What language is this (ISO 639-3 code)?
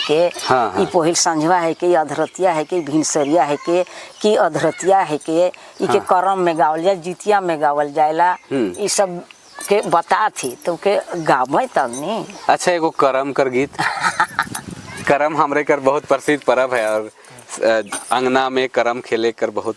sck